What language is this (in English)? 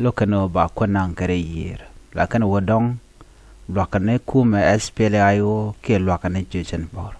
Nuer